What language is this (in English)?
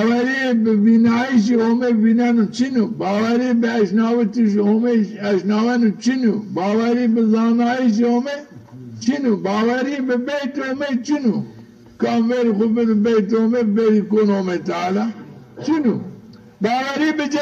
Zaza